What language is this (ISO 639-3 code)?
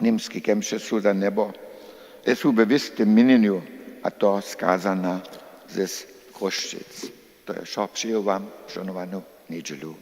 hsb